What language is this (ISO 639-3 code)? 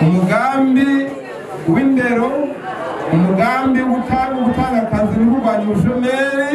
run